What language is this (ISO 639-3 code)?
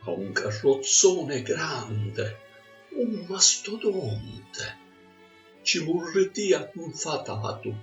scn